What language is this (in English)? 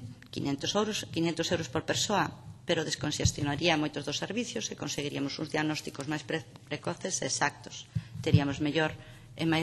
Galician